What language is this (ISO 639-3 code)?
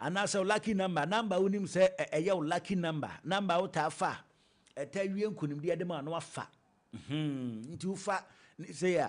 aka